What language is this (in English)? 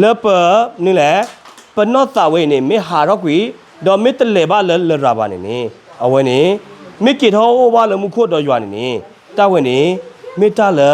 S'gaw Karen